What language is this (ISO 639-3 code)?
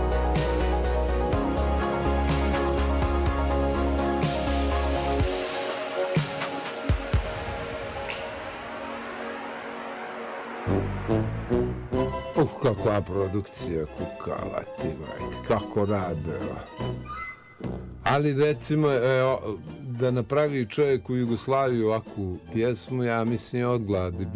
bos